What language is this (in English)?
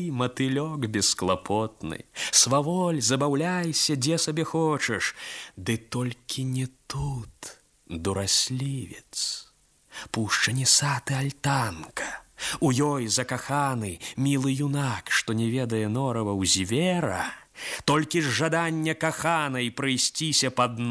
Belarusian